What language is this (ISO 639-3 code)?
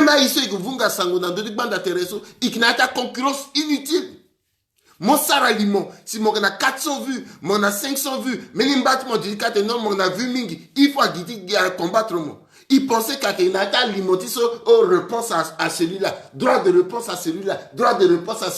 sag